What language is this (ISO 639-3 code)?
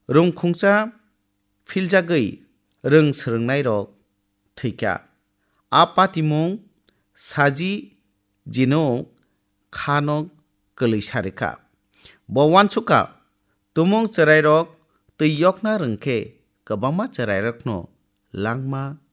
trp